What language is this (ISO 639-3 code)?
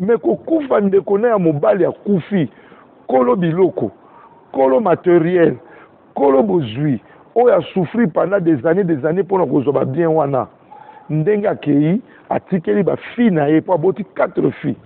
lin